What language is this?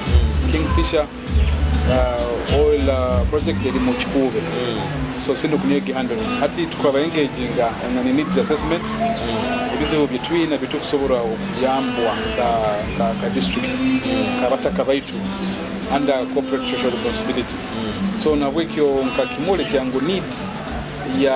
Nyoro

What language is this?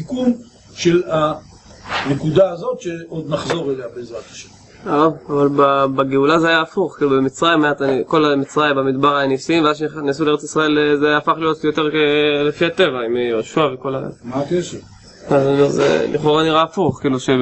Hebrew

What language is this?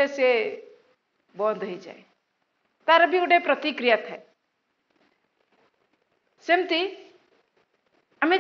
Odia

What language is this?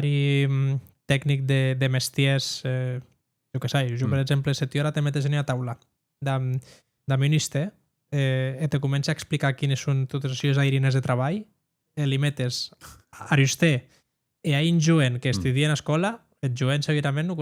Occitan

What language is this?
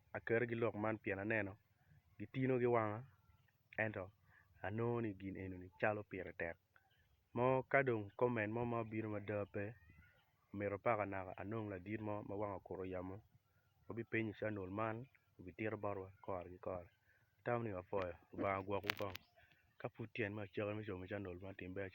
Acoli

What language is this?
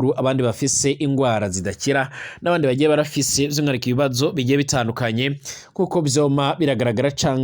Rundi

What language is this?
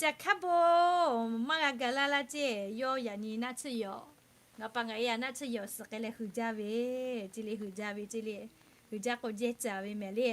Lahu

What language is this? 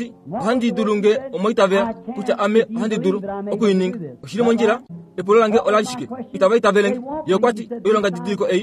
Kuanyama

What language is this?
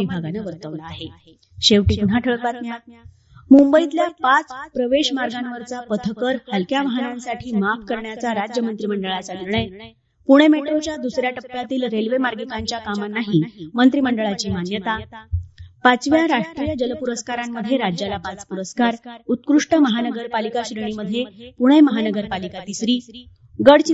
Marathi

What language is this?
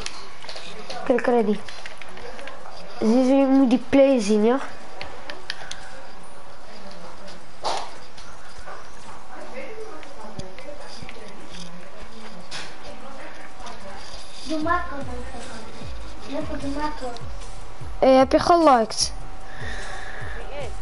Dutch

